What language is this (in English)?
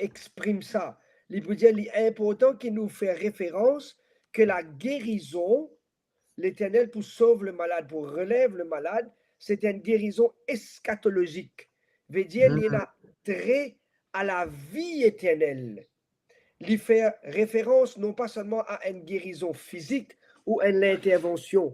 Morisyen